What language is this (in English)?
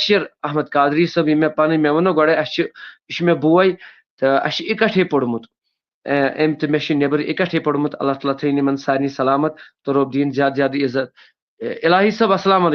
Kashmiri